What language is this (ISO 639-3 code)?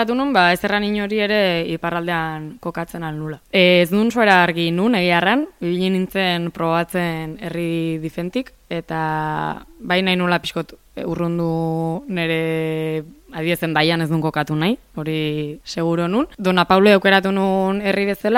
eus